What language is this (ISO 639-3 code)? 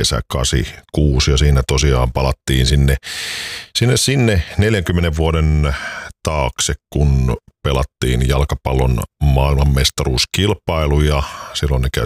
fin